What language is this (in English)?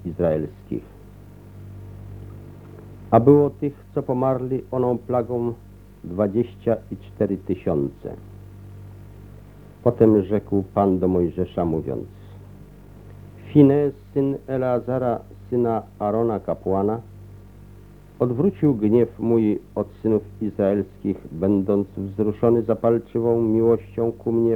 Polish